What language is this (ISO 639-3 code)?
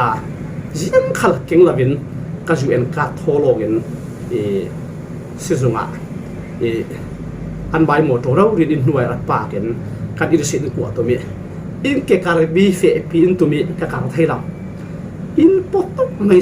cfm